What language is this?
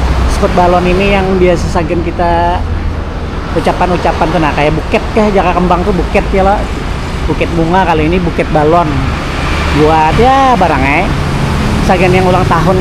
Banjar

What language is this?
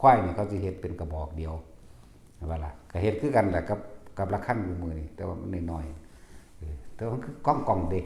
Northeastern Thai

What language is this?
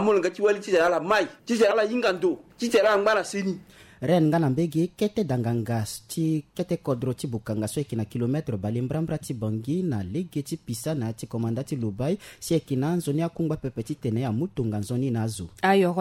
Sango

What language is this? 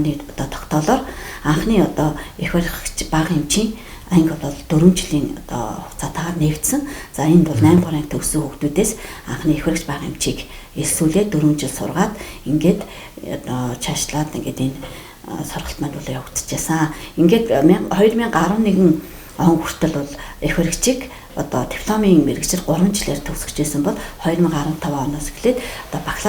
Mongolian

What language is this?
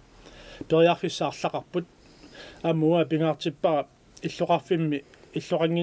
Kalaallisut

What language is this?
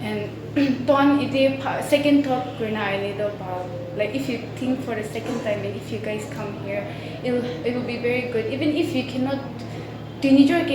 Naga Pidgin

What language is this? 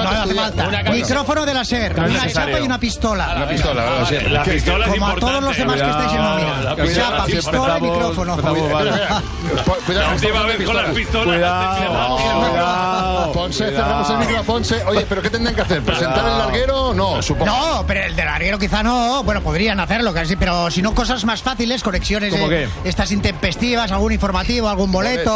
Spanish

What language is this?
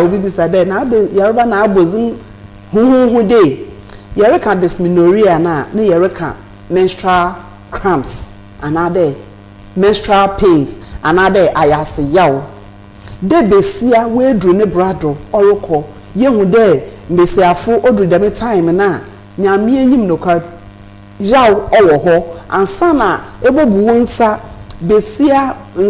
Akan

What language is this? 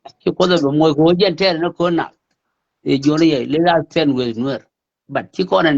Nuer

